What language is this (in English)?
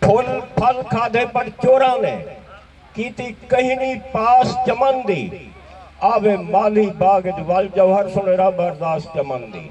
Saraiki